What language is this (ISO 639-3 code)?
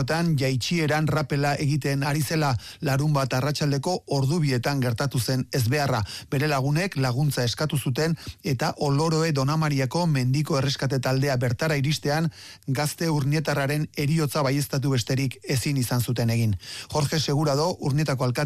eus